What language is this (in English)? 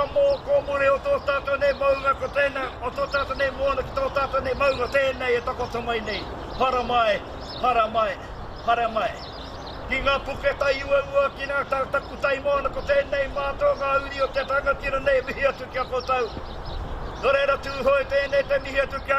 Māori